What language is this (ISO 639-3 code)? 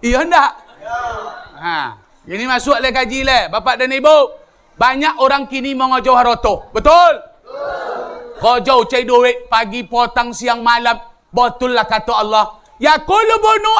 min